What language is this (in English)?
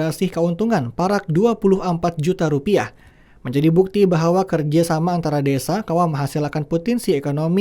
Banjar